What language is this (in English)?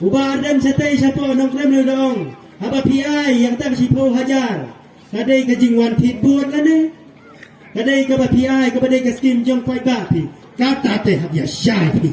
Khasi